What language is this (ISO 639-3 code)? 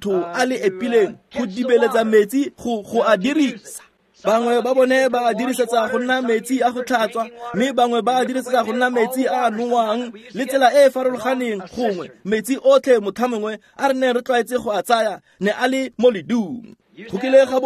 tsn